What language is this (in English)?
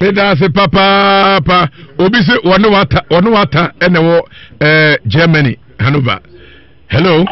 Akan